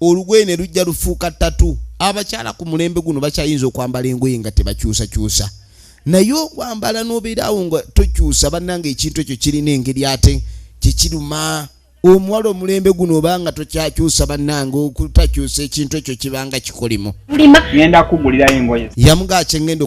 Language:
Ganda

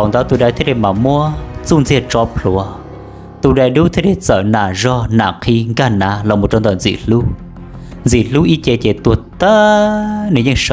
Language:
Hmong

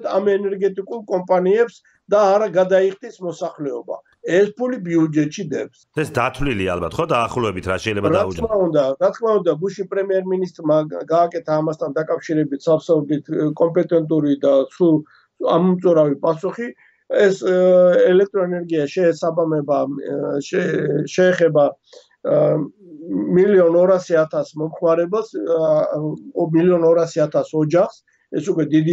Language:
Georgian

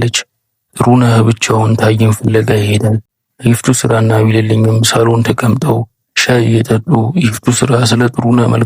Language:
Amharic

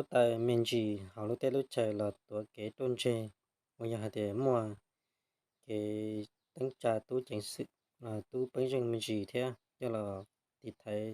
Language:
Hmong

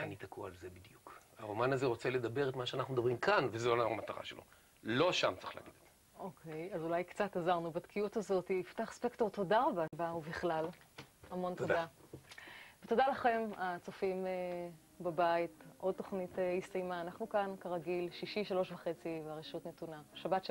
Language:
Hebrew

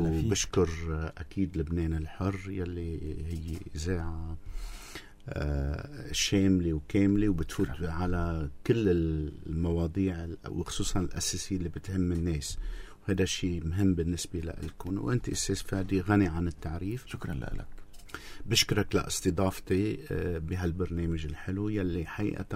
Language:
North Levantine Arabic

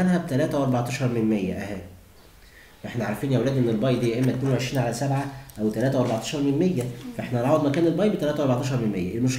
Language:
Egyptian Arabic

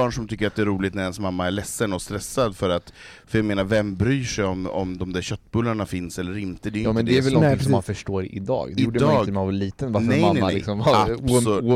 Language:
Swedish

